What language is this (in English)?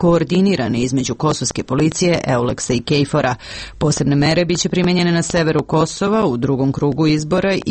Serbian